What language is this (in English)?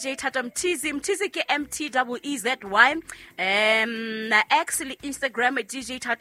Southern Sotho